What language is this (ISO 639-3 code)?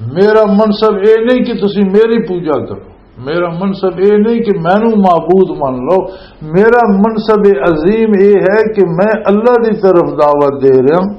lah